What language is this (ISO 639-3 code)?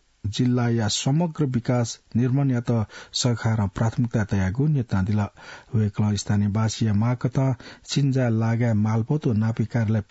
new